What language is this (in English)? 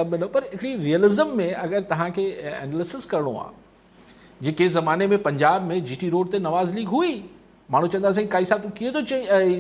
Sindhi